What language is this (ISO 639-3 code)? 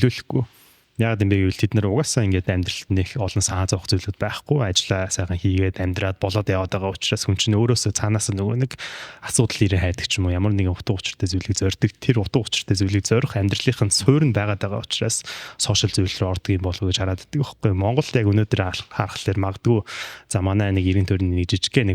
mon